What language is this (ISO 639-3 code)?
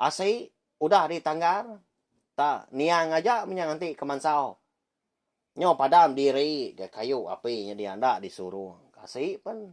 iba